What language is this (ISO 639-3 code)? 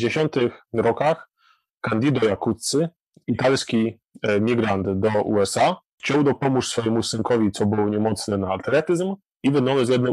szl